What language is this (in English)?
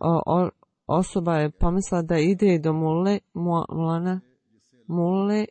Bosnian